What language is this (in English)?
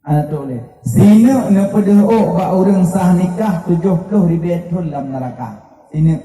Achinese